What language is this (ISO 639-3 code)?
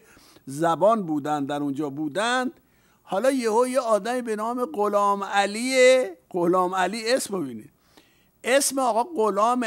fas